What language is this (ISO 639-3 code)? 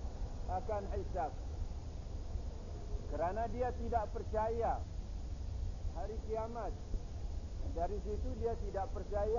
msa